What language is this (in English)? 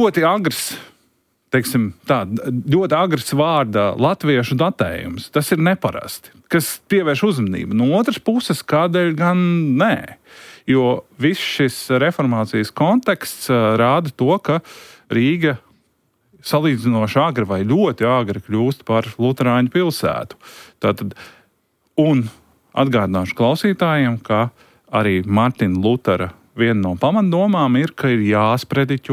Latvian